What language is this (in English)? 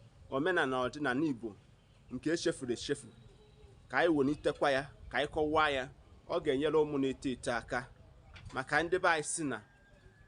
Igbo